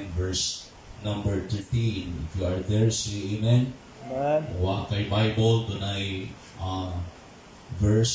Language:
Cebuano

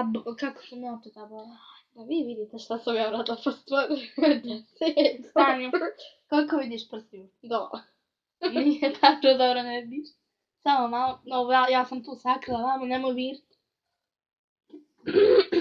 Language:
Serbian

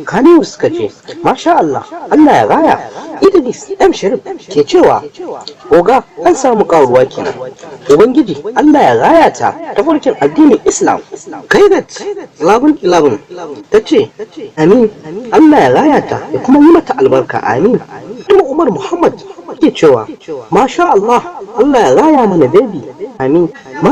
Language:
Hausa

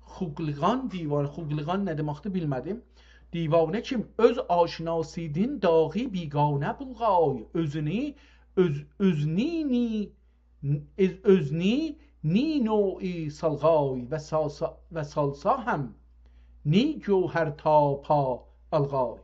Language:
South Azerbaijani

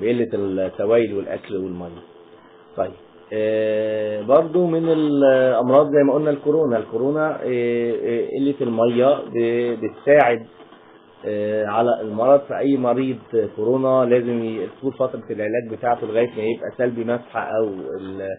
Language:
Egyptian Arabic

